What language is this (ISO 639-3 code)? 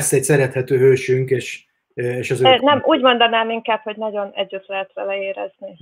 hun